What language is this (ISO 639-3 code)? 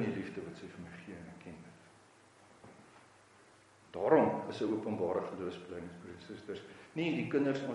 afr